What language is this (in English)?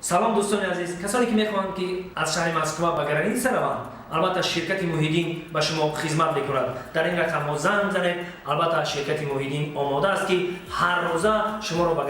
Tajik